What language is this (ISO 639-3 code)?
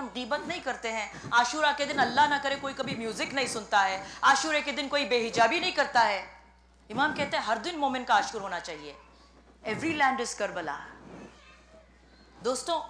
urd